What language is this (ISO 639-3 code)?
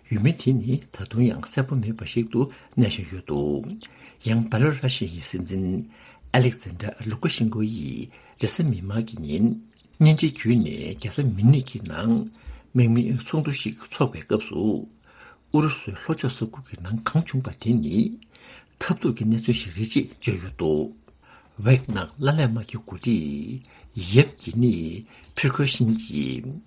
bod